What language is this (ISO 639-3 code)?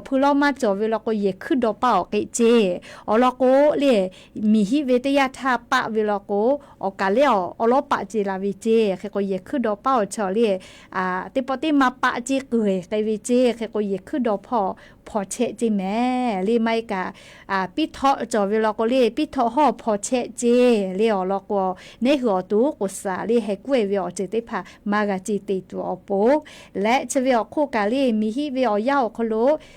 lhu